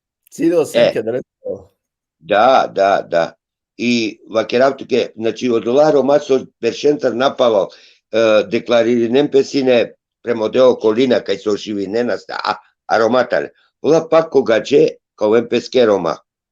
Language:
Balkan Romani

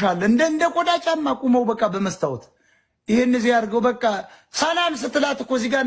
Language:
Amharic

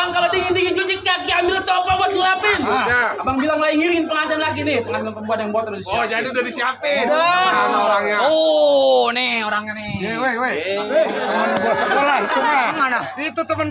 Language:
Betawi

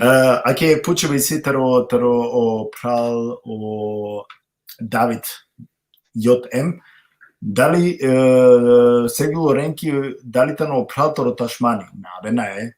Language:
Balkan Romani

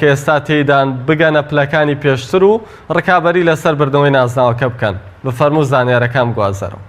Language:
Central Kurdish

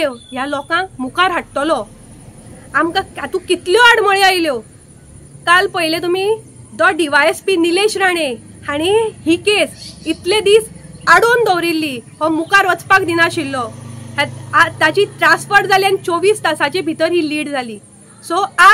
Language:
Konkani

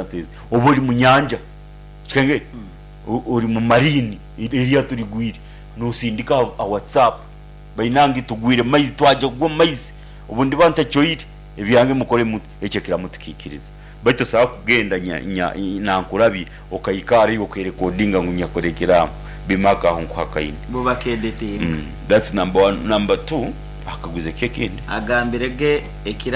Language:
Nyoro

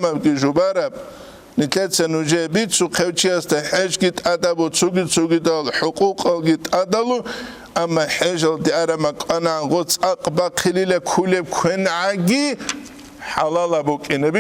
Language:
Avaric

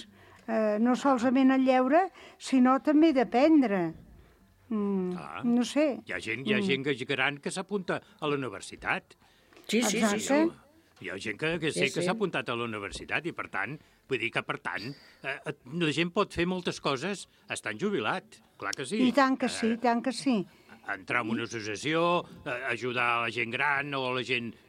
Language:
Catalan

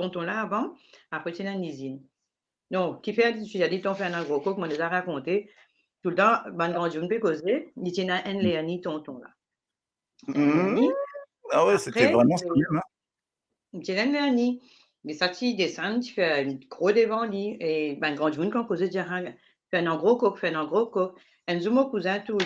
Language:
Morisyen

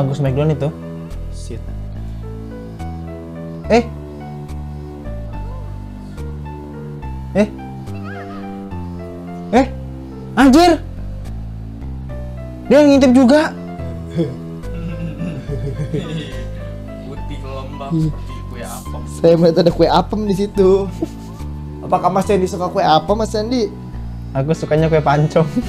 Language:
Indonesian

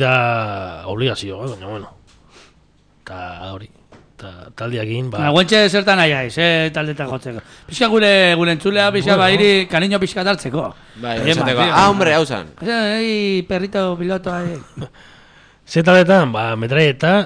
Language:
Basque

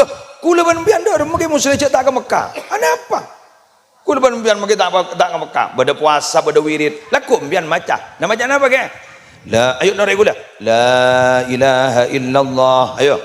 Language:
Madurese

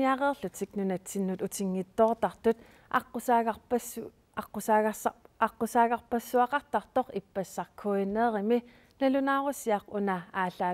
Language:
Kalaallisut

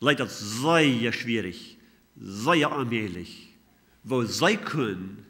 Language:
Plautdietsch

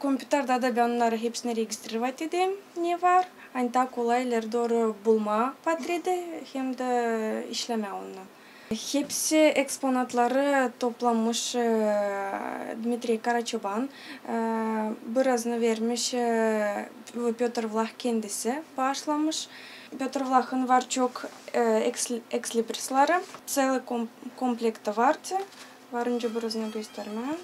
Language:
Gagauz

